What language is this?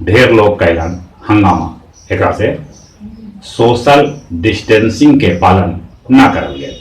Magahi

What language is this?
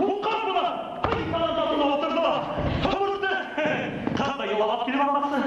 Bashkir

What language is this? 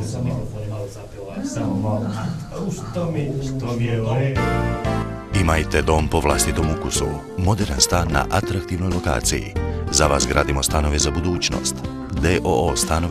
Bosnian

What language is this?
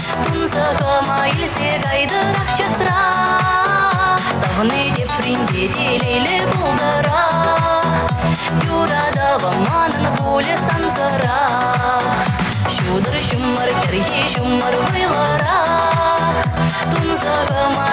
Chuvash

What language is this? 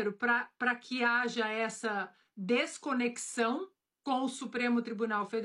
Portuguese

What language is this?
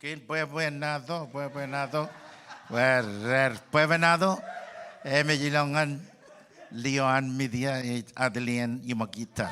Marshallese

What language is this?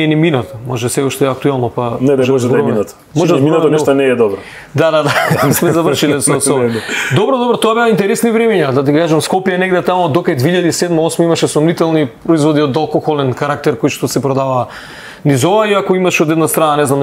Macedonian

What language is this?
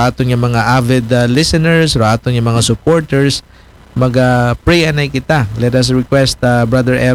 Aklanon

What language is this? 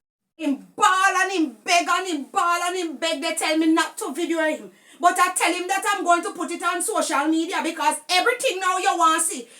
Jamaican Creole English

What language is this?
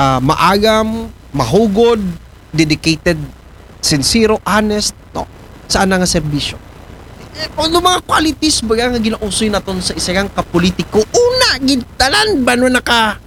Aklanon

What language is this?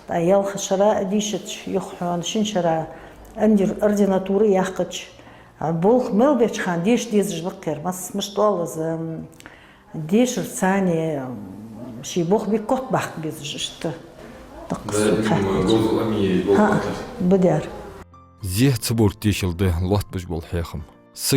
Ingush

